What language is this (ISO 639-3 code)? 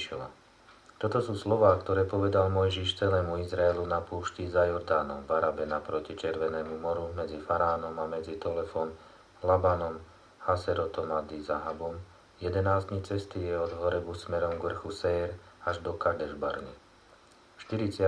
slk